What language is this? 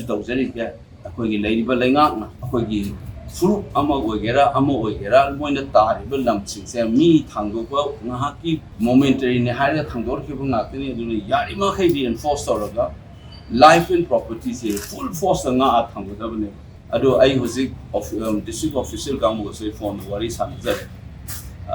Manipuri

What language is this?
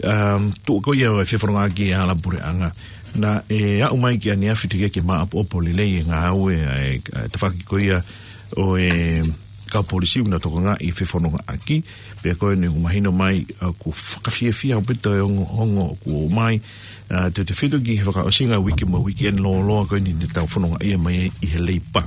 Tongan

